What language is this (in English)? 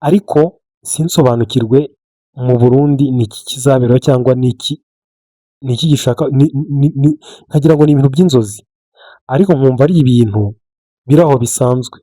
Kinyarwanda